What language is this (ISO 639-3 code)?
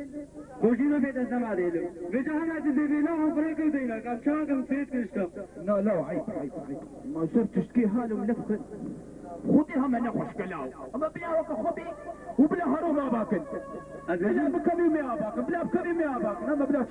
kur